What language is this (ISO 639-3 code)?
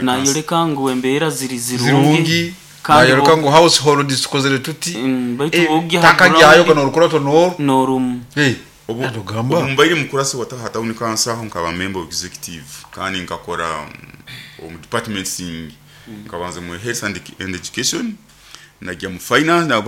nyo